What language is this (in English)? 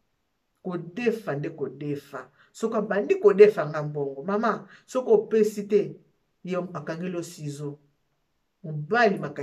Lingala